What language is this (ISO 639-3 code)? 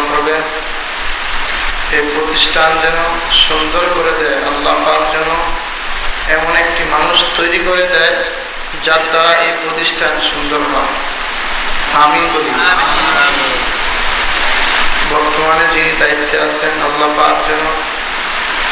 ben